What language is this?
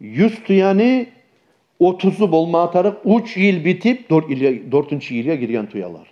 Kumyk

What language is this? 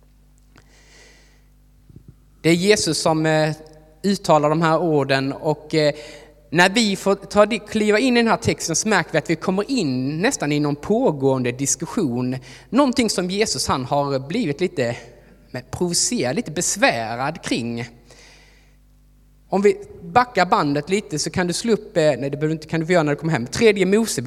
Swedish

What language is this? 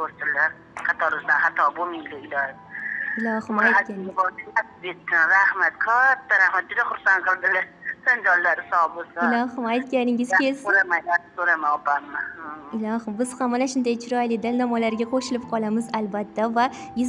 Uzbek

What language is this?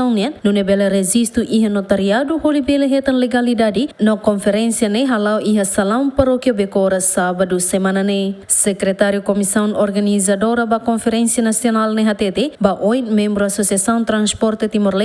Tetum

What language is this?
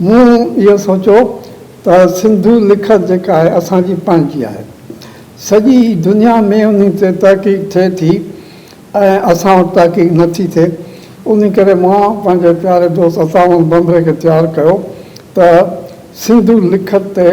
Sindhi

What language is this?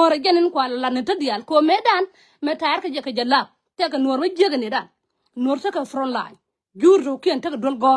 Nuer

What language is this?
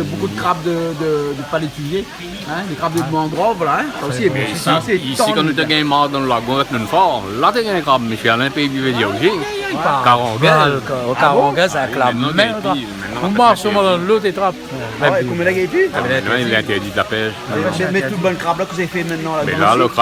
Réunion Creole French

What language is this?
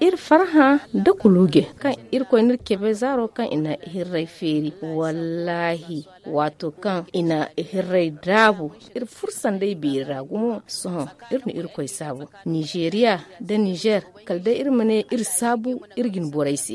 Zarma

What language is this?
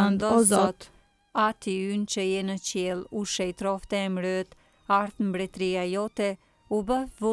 Albanian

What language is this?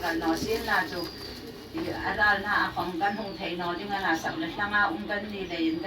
Hmar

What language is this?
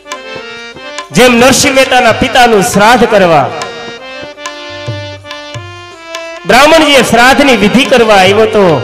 Gujarati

